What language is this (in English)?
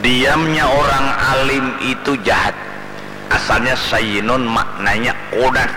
Banjar